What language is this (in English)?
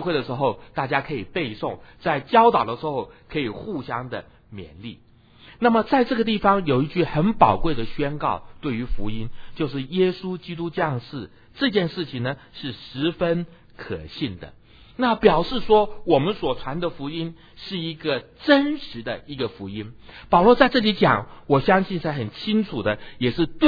Chinese